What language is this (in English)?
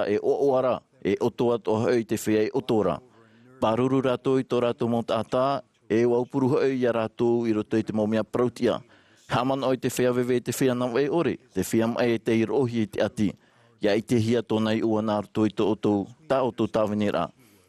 Tahitian